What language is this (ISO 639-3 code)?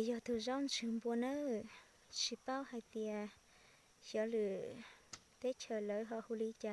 hmn